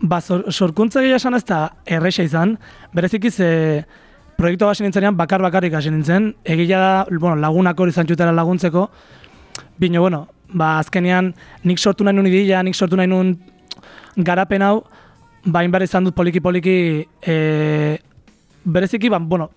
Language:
Basque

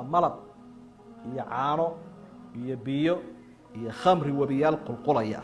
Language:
Somali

